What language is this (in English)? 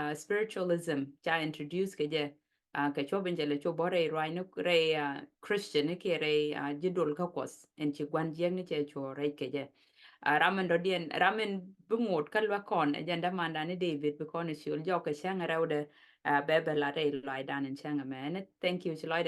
Nuer